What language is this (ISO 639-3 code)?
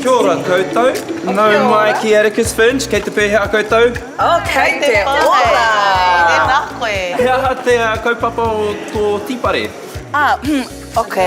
mri